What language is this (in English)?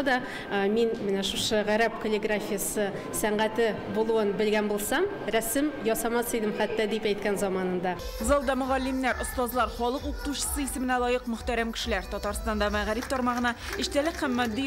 Tatar